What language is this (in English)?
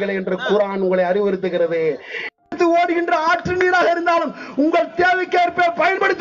Tamil